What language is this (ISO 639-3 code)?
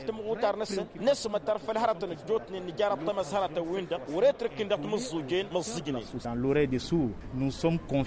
taq